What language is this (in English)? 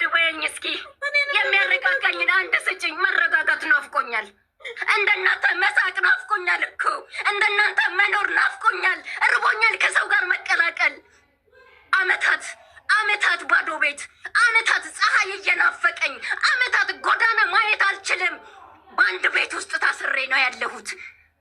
Amharic